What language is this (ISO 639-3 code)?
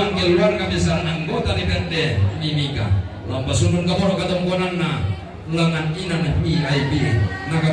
sda